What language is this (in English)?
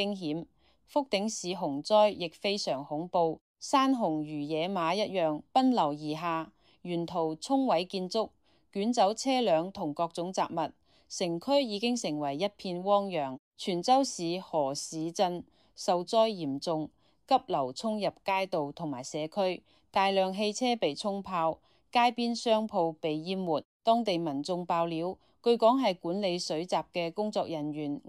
Cantonese